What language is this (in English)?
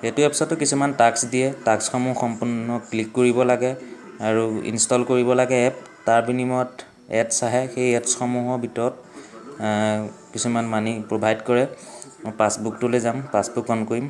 Assamese